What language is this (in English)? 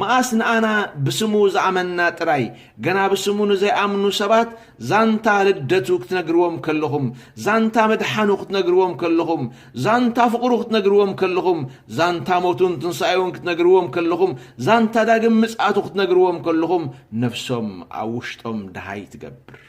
Tigrinya